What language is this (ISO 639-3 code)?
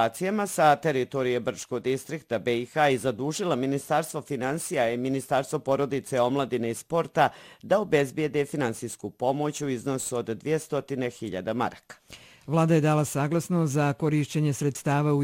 bos